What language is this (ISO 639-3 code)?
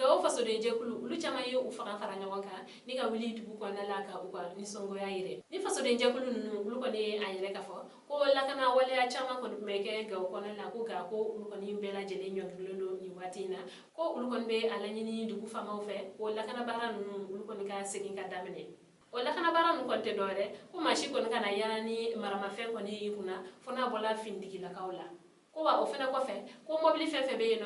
bam